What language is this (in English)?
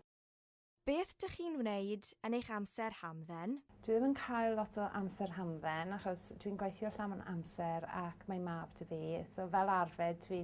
Welsh